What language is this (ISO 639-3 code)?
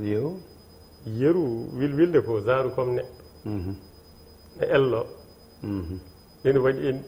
ful